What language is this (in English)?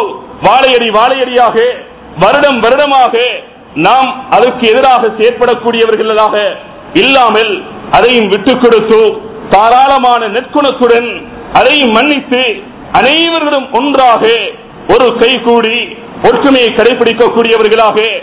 Tamil